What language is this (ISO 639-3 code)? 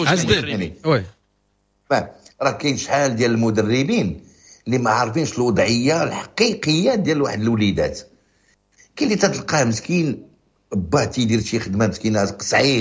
ary